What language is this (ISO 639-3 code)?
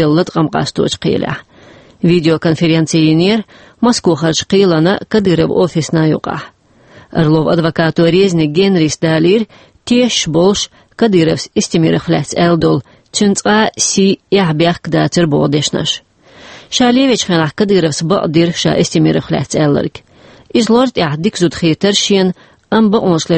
che